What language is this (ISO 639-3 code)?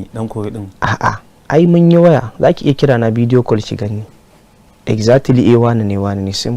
hau